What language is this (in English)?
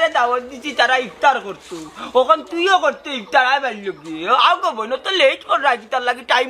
Sylheti